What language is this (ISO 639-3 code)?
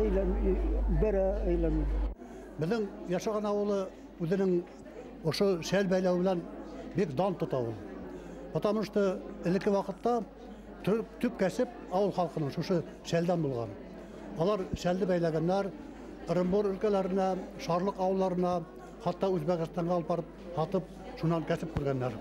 bak